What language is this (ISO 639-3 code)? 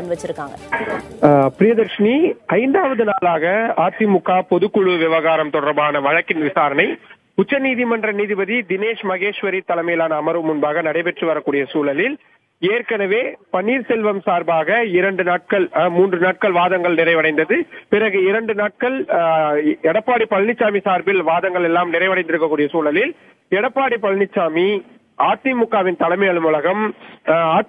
tam